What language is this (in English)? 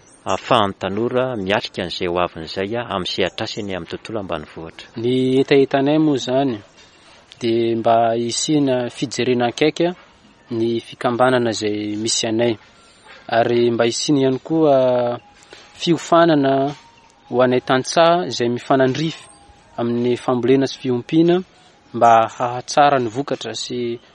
Malagasy